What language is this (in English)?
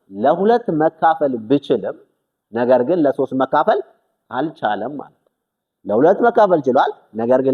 Amharic